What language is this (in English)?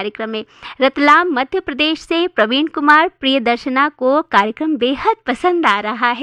Hindi